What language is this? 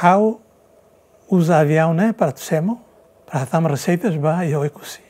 Tetum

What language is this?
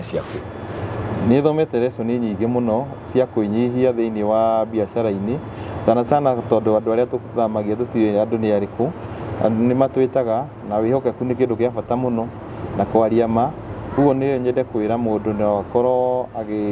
Kikuyu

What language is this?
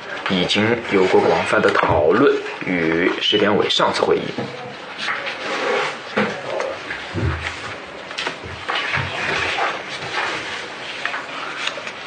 Chinese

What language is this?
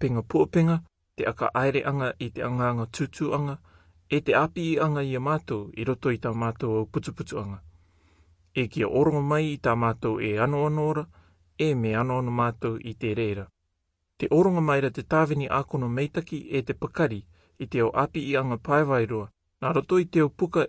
Rarotongan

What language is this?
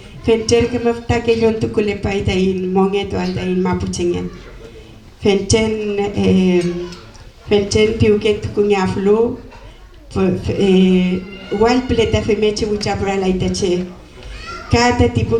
Mapuche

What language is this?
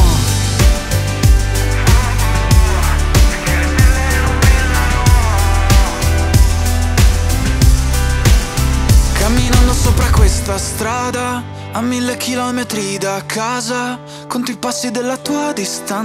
Italian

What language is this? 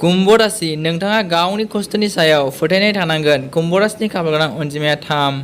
Bodo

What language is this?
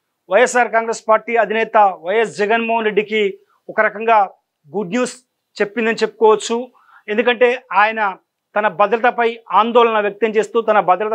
Telugu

